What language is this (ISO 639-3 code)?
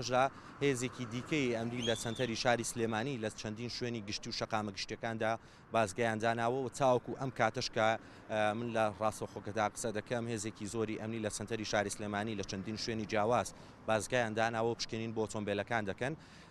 ckb